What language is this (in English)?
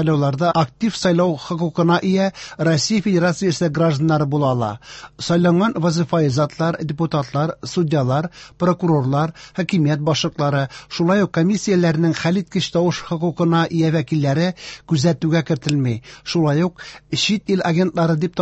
Tatar